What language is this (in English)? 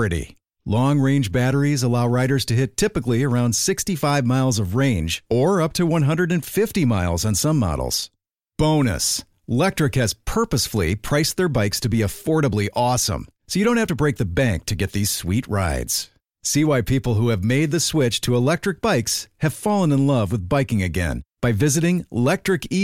English